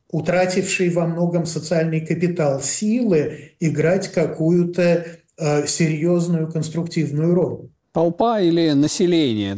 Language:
Russian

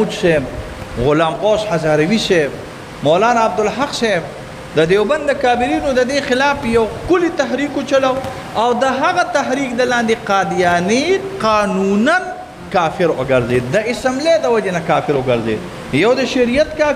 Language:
Pashto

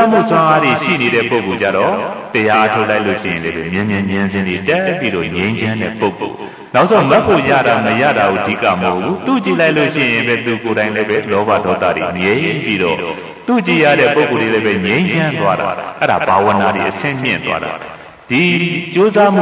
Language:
Burmese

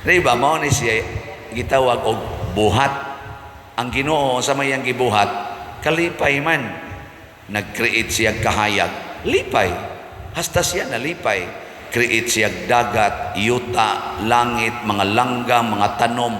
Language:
Cebuano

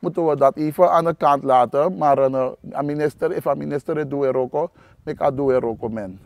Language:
Sranan Tongo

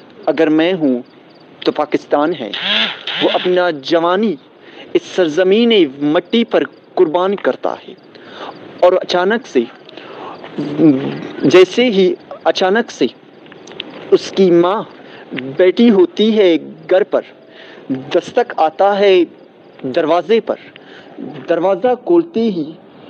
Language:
Urdu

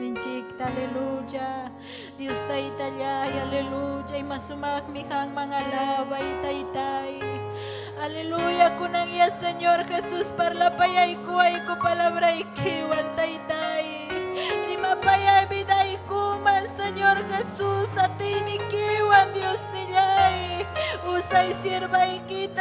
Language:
Ayacucho Quechua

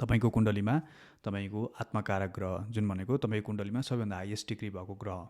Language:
Nepali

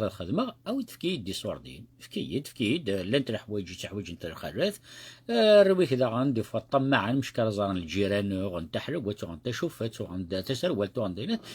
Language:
Kabyle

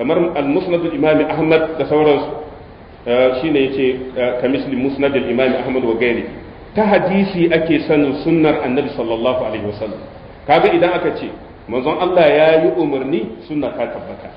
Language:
Hausa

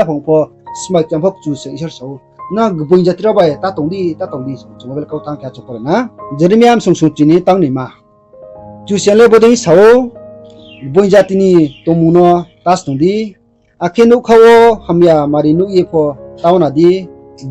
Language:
Riang (India)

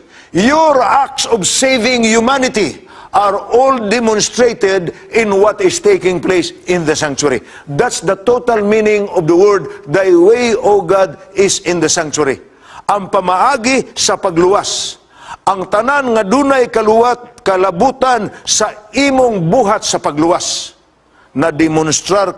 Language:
Cebuano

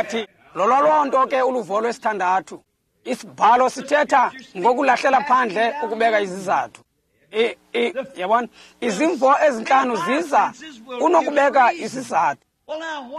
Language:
Xhosa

